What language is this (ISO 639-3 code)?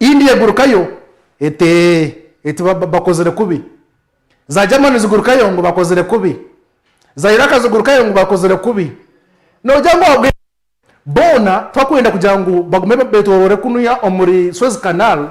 nyn